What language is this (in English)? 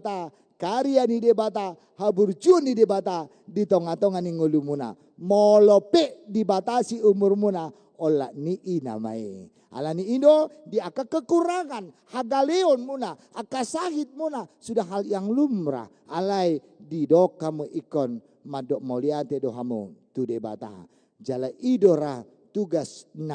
Batak Toba